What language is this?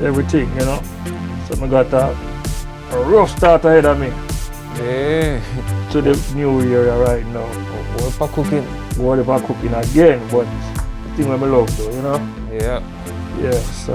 Jamaican Creole English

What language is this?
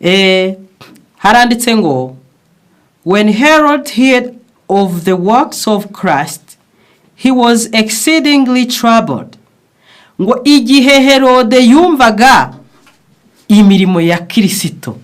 Kinyarwanda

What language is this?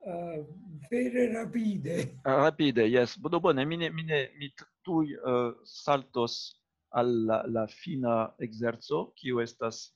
Esperanto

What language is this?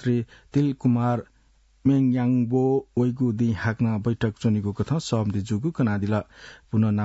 Newari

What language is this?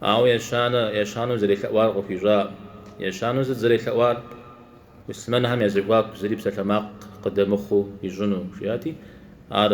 Kabardian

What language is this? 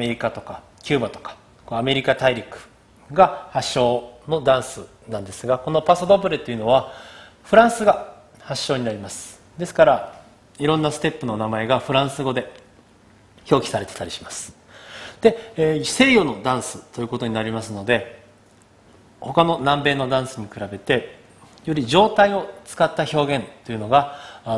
Japanese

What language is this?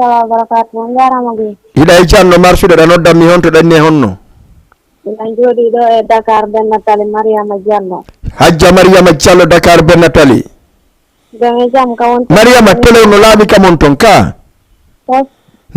Fula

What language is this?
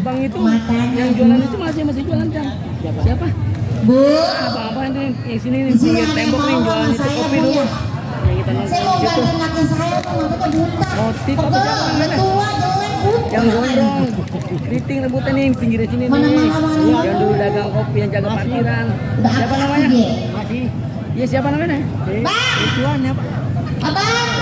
Betawi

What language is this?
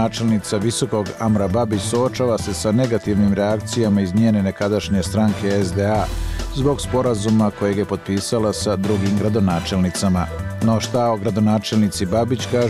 Bosnian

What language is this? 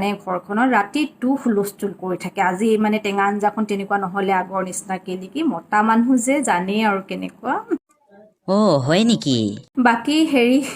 Assamese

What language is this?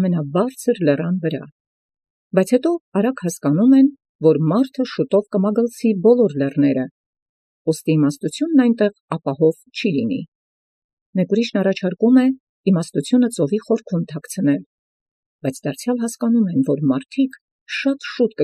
Armenian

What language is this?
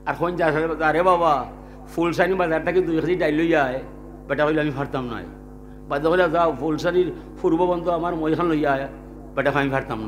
Sylheti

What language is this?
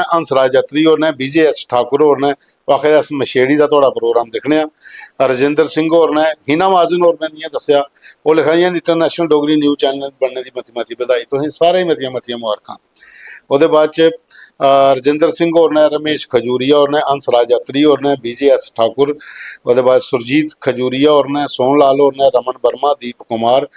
Dogri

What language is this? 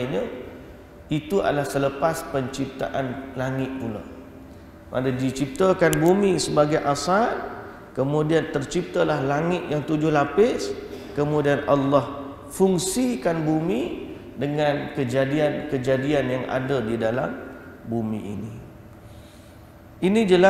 Malay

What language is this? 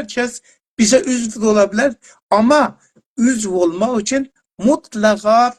South Azerbaijani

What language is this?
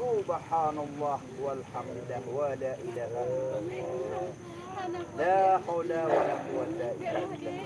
Achinese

